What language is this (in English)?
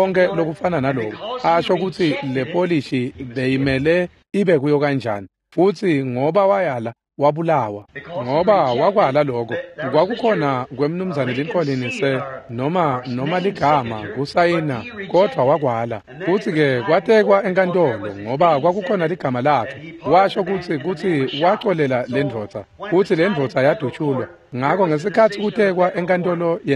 Swati